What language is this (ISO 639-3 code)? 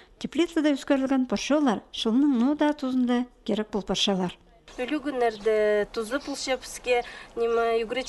kjh